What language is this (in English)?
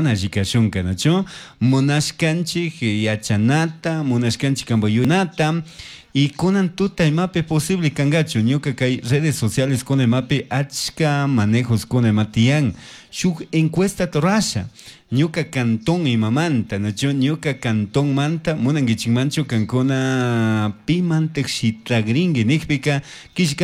Chimborazo Highland Quichua